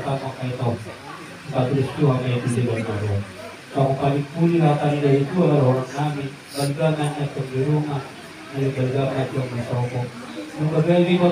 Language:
Batak Toba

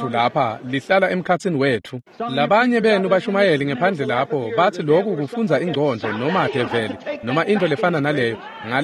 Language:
Swati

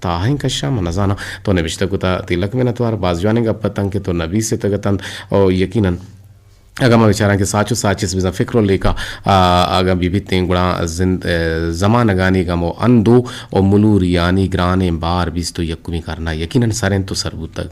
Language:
Eastern Balochi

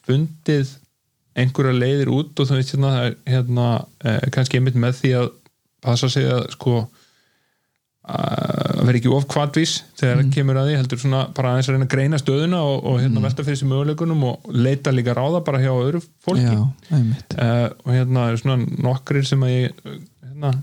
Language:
Icelandic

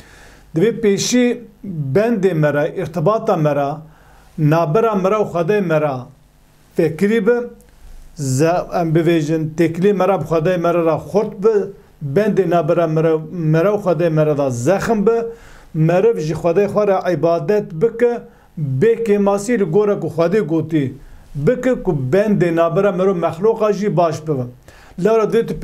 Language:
Kurdish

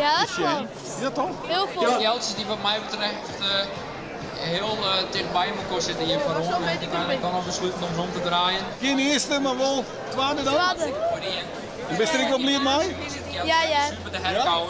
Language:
Western Frisian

